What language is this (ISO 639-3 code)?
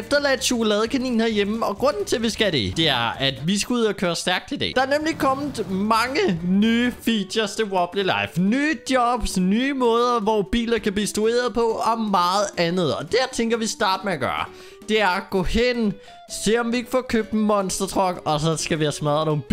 dan